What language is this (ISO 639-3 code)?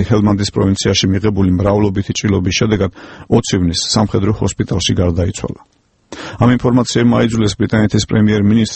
kat